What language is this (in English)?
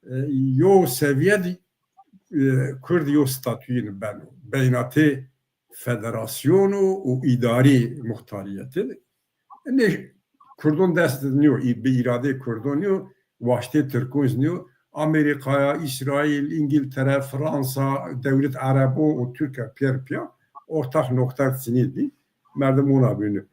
Zaza